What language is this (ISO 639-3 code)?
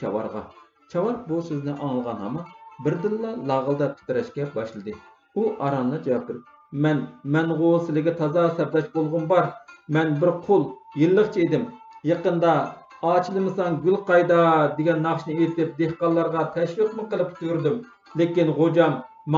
uig